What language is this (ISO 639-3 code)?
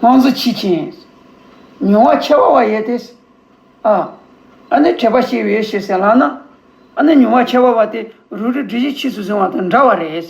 bod